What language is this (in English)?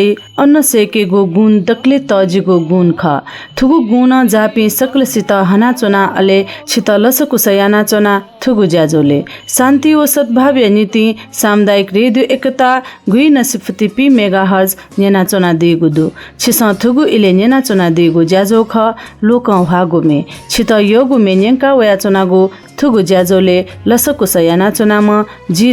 Newari